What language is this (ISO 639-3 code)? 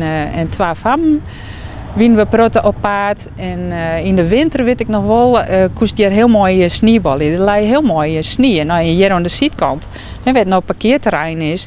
fry